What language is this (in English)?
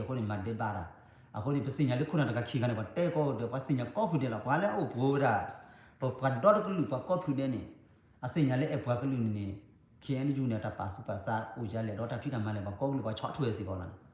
S'gaw Karen